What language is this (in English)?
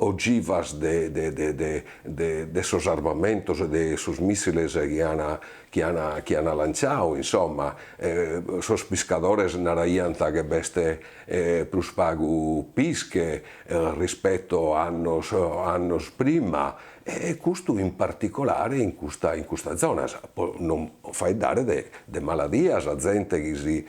Sardinian